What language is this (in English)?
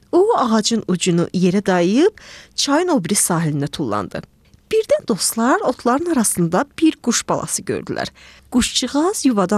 Azerbaijani